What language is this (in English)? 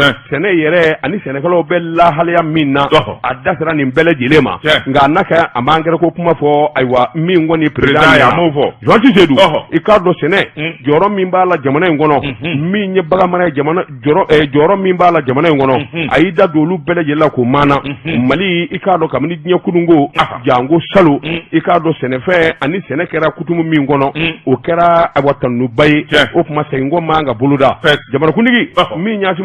Bambara